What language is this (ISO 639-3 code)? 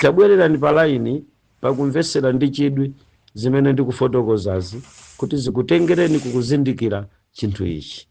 nya